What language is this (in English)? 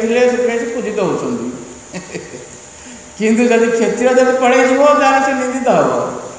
Odia